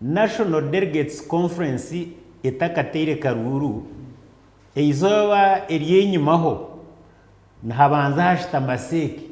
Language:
Nyankole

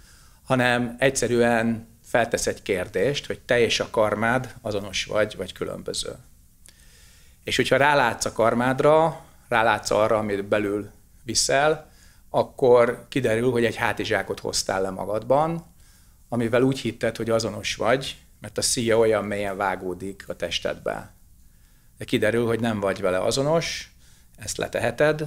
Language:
Hungarian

